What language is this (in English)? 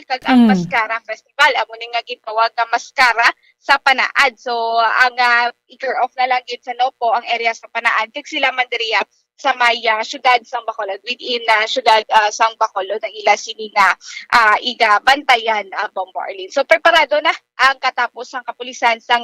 Hiligaynon